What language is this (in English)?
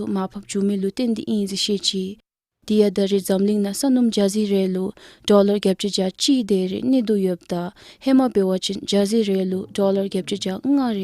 Dzongkha